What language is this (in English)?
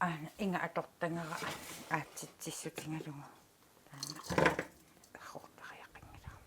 Kalaallisut